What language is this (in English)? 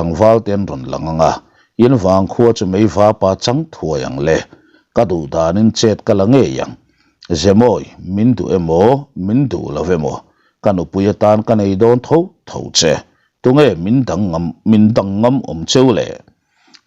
Mizo